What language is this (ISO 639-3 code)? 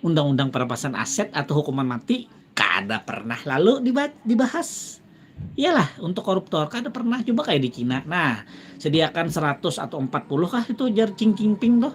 bjn